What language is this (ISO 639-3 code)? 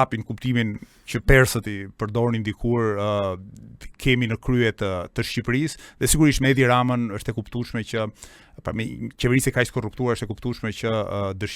sqi